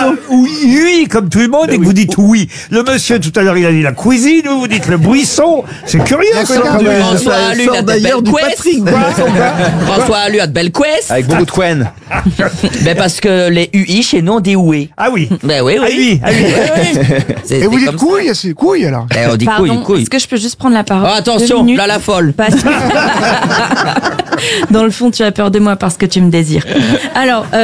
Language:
French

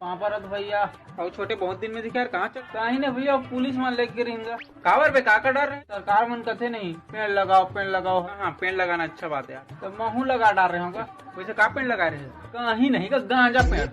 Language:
Chhattisgarhi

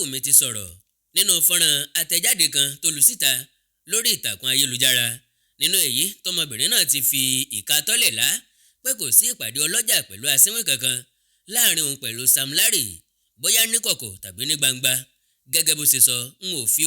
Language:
Yoruba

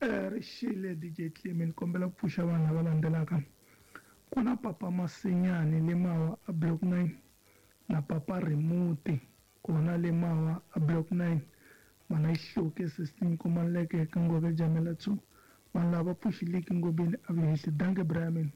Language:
Tsonga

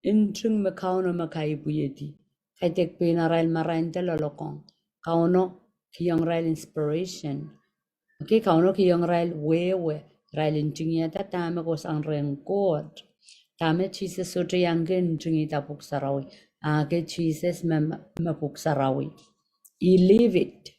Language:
Pohnpeian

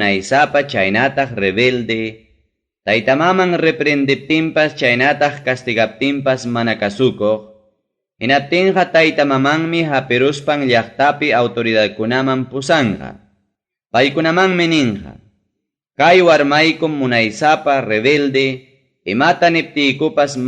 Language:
Ayacucho Quechua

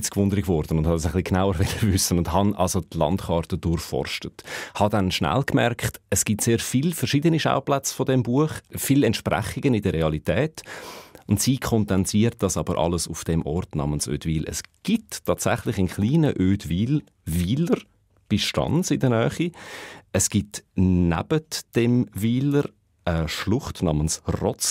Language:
Swiss German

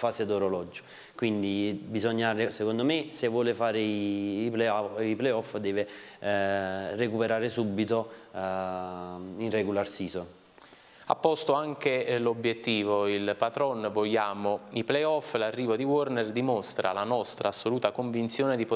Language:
Italian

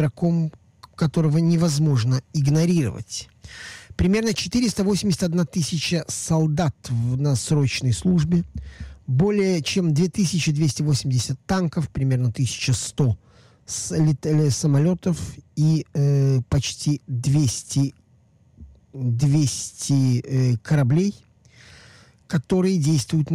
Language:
Russian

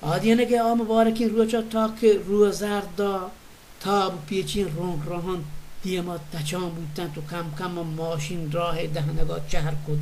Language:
Baluchi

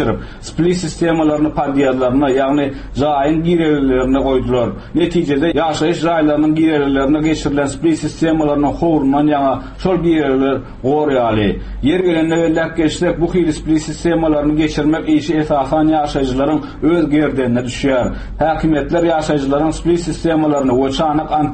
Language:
Turkmen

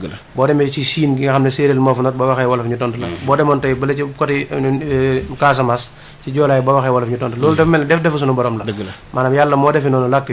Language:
Wolof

